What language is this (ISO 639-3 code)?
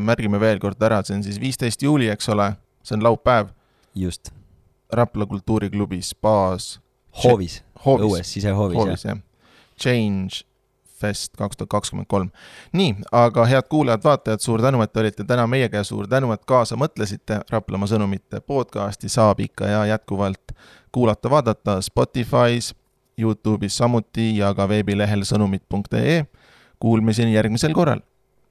est